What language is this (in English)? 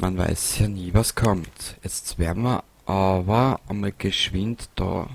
Bavarian